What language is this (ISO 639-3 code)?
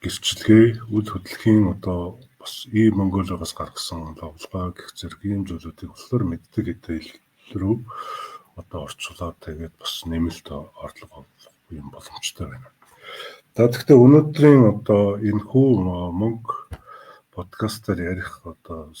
mon